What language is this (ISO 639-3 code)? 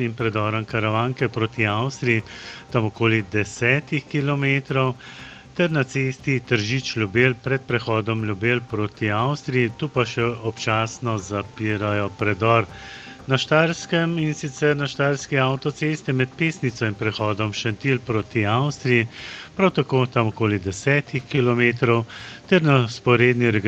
slv